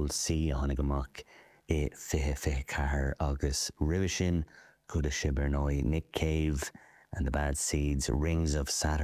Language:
Irish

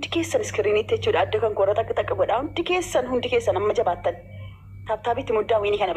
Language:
Oromo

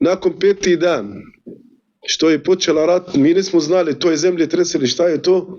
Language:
Bosnian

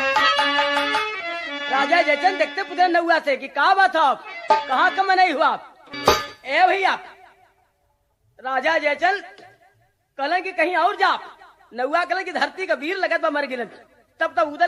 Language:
Bhojpuri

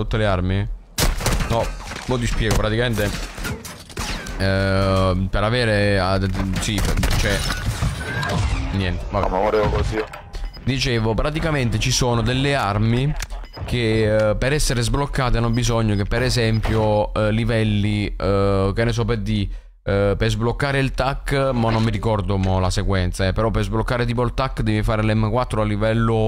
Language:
Italian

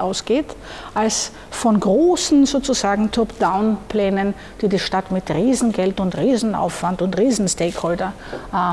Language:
German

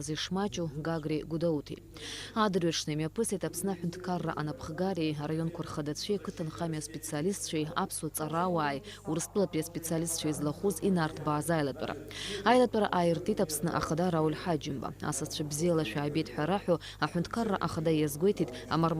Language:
Abkhazian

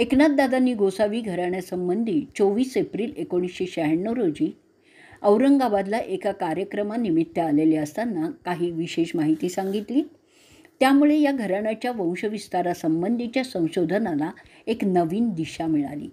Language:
Marathi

